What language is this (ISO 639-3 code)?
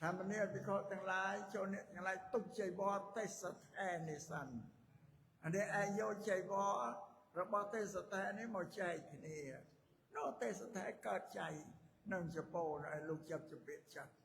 khm